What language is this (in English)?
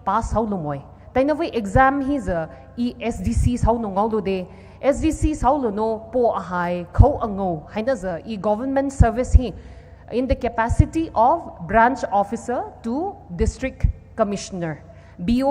Poumei Naga